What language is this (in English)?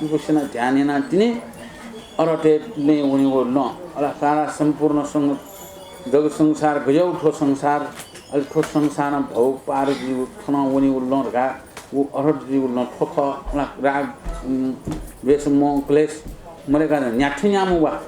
Newari